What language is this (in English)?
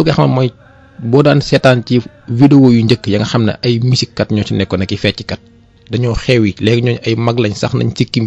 Wolof